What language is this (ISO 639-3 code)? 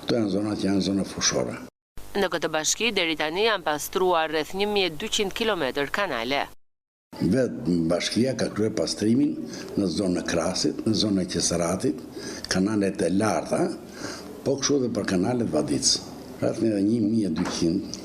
sqi